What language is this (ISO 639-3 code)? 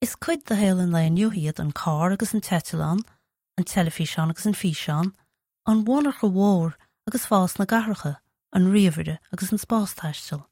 gle